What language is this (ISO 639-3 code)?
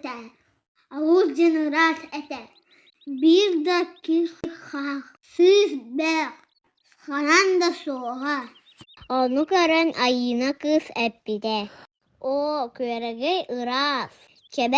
sah